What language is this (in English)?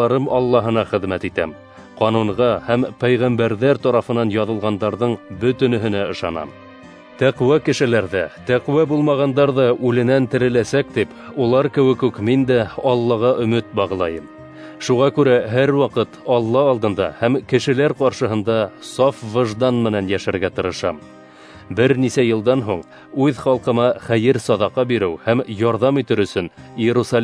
Bashkir